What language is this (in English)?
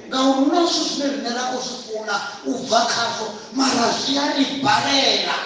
Venda